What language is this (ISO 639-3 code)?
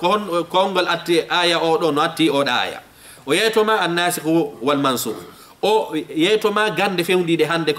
ful